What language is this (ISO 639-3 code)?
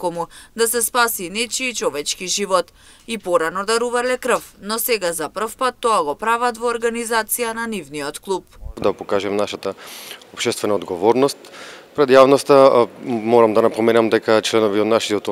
mkd